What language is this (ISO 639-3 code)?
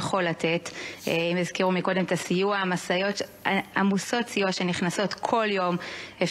heb